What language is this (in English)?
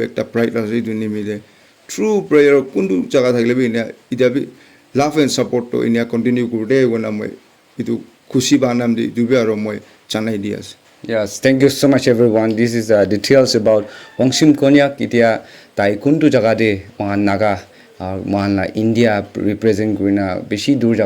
Naga Pidgin